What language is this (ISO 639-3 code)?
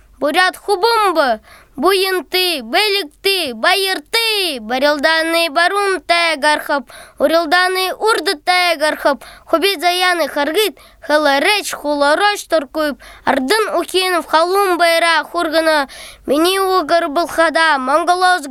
bua